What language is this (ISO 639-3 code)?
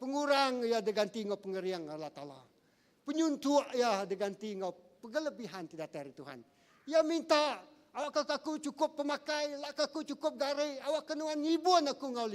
iba